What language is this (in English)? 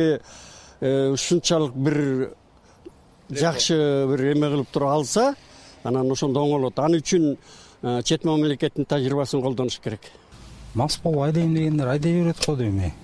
Kyrgyz